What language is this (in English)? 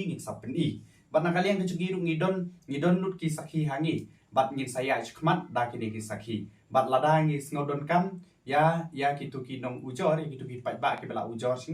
Khasi